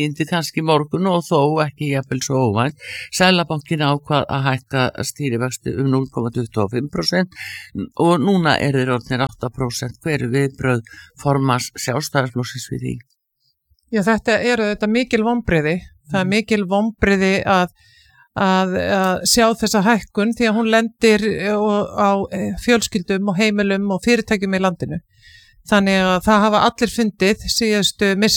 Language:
Icelandic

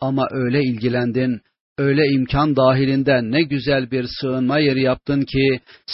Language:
Turkish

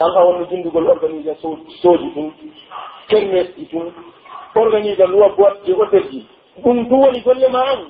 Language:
Pular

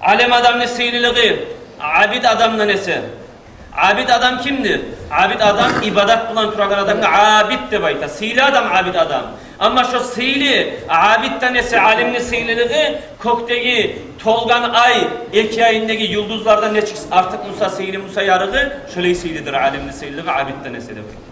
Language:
Kumyk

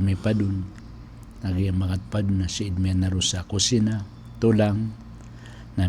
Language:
Maranao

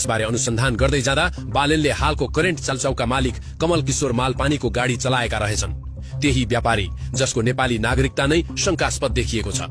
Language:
Nepali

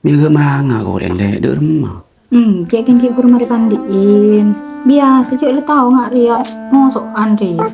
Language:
Madurese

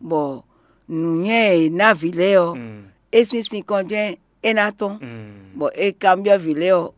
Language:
Fon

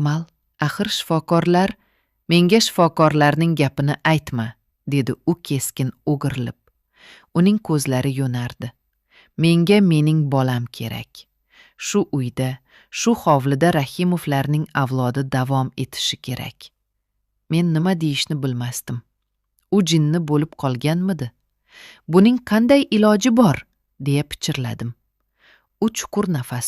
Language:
Uzbek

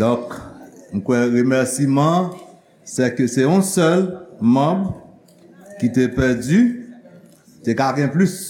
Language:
Haitian Creole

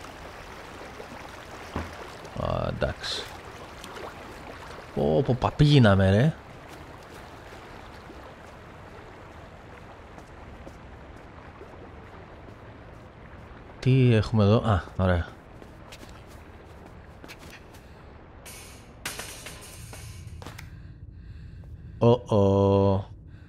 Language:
Greek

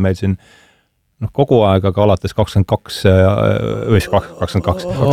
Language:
Estonian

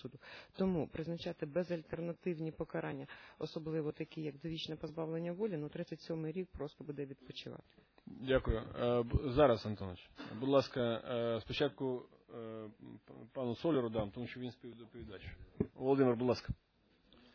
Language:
Ukrainian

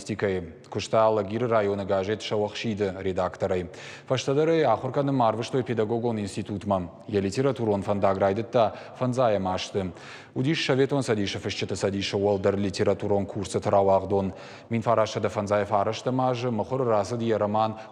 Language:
Ossetic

